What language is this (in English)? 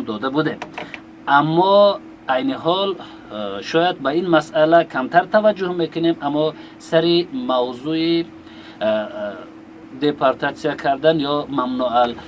Tajik